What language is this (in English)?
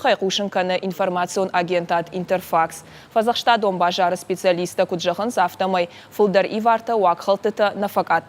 Ossetic